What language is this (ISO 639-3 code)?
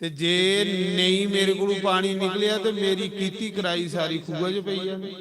doi